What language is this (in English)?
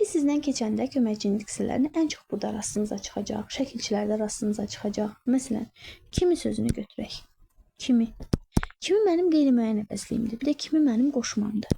Azerbaijani